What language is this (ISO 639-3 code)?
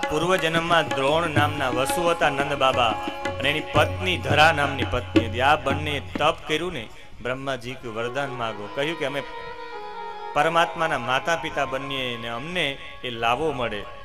guj